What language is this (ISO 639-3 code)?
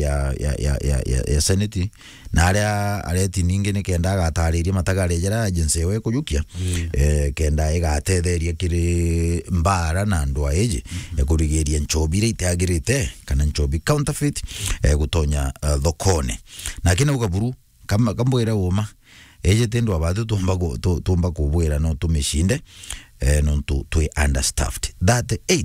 mer